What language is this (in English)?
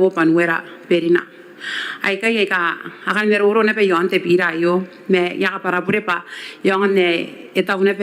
Gilbertese